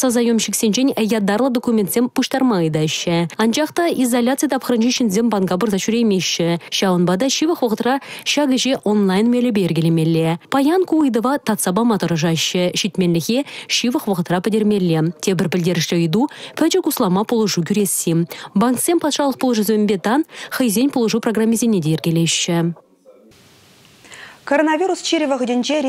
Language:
Chuvash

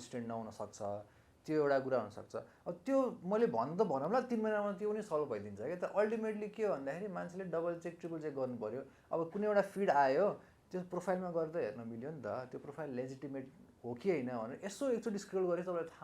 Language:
Nepali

